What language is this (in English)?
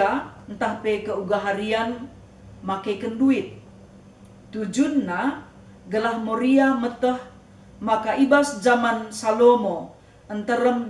Batak Karo